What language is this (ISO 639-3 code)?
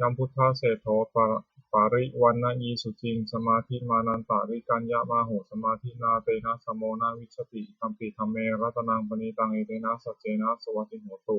pli